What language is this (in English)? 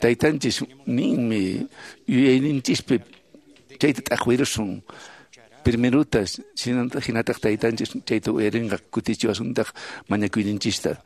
Quechua